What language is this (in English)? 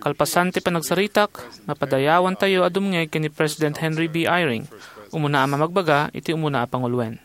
Iloko